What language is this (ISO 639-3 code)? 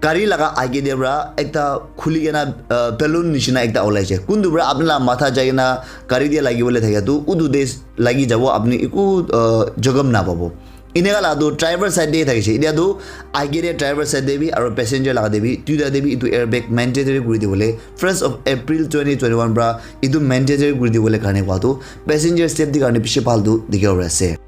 nag